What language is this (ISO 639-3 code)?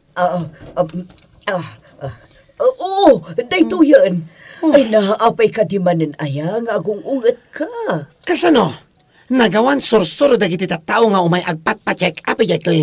ilo